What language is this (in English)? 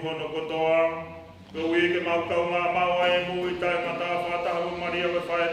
Tongan